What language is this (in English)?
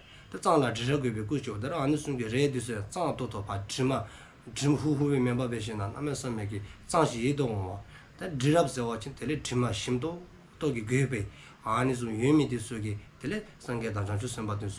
Dzongkha